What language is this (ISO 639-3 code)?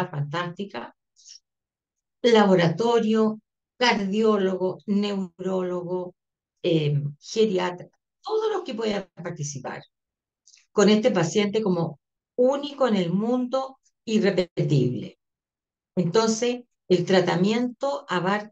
spa